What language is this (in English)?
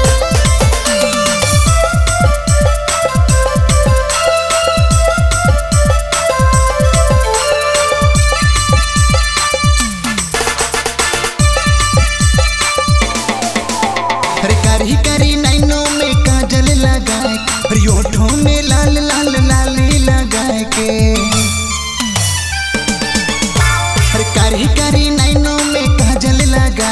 Bhojpuri